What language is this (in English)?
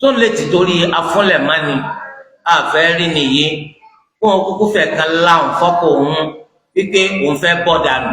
Yoruba